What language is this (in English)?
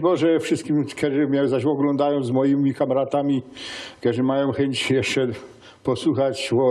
Silesian